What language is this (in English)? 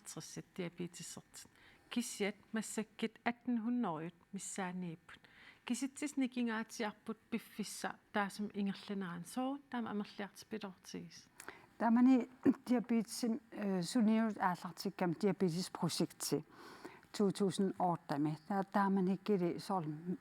Kalaallisut